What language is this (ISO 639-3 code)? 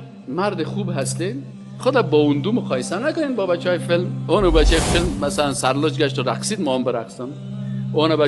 fas